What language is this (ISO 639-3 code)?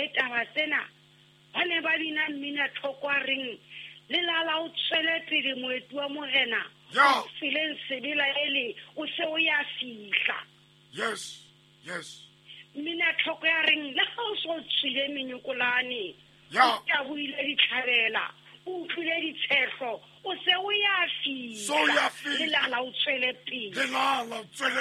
sot